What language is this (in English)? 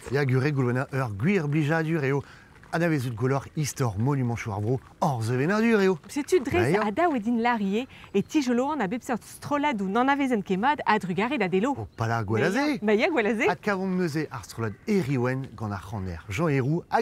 Breton